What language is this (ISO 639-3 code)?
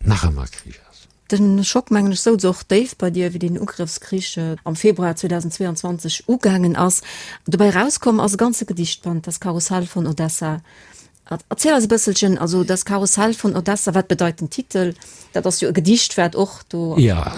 ltz